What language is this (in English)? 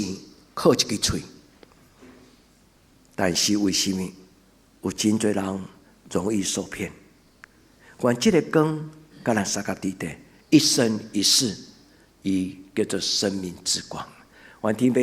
Min Nan Chinese